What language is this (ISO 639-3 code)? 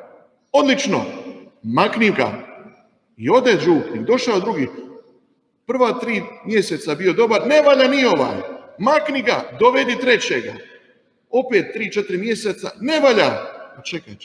hrv